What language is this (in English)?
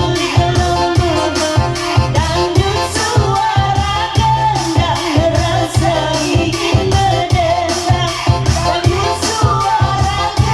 Ma'anyan